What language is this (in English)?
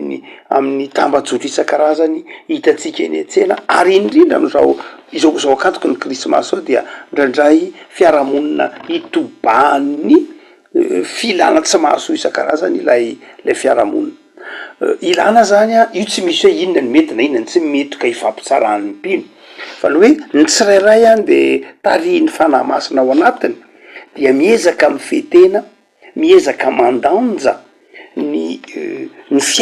Malagasy